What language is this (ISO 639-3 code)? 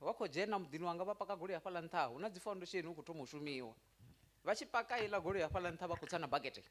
ven